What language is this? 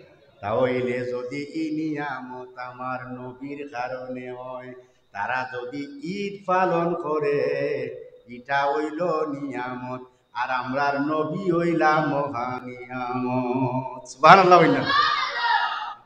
Sylheti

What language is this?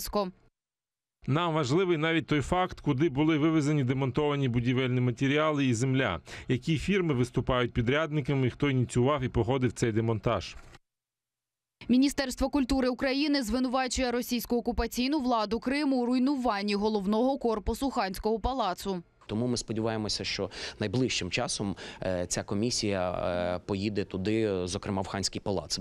Ukrainian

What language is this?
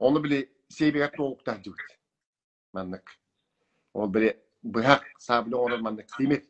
Yakut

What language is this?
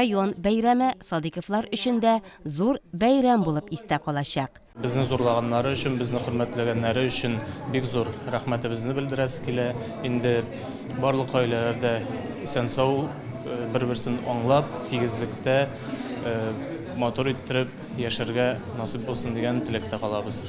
Tatar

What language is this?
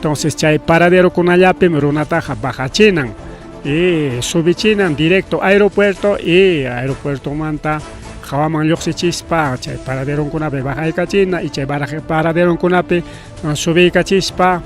Ayacucho Quechua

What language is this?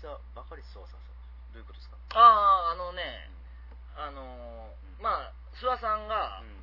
Japanese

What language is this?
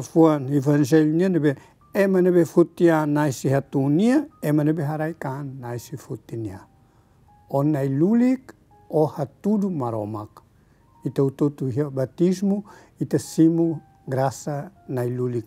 Tetum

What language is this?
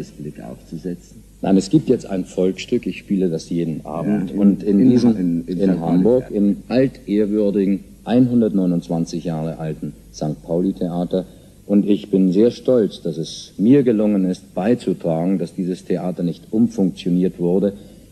German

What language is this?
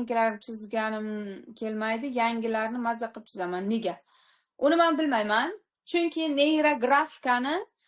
Uzbek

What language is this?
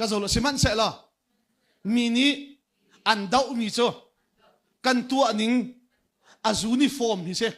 Hakha Chin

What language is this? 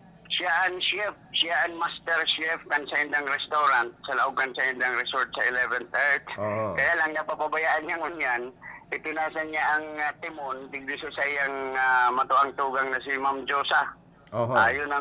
Bikol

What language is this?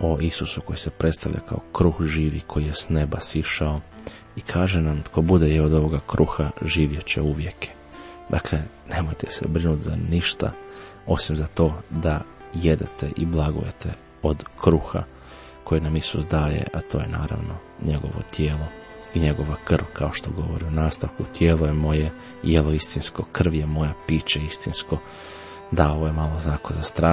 Croatian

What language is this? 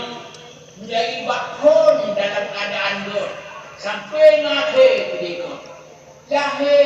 Achinese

